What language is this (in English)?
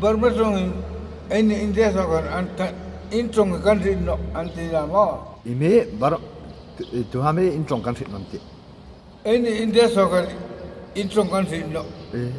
Hmar